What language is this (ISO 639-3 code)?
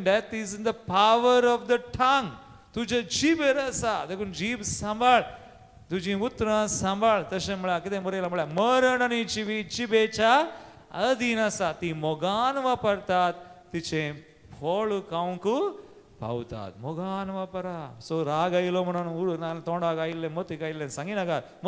kok